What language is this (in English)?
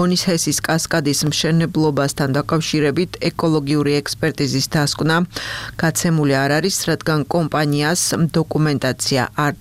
Georgian